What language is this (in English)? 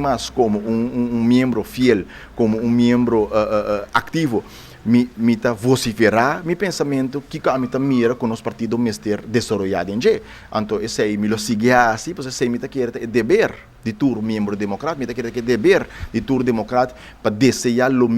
Papiamento